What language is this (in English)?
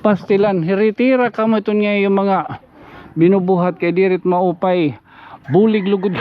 Waray